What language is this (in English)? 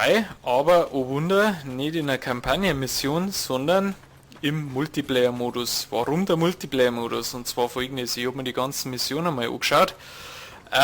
Bavarian